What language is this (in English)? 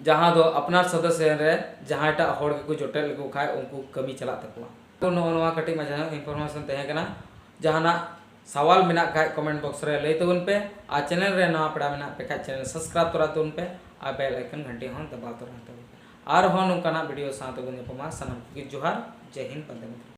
Santali